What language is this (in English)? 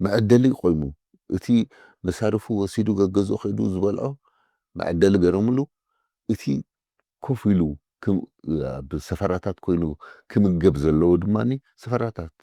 Tigrinya